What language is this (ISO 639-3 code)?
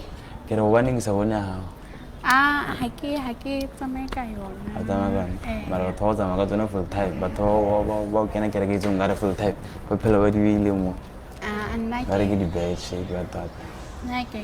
sot